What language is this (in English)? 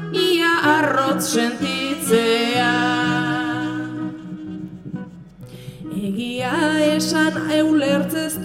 Basque